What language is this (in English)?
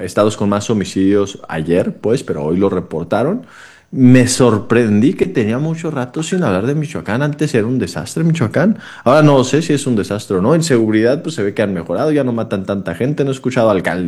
Spanish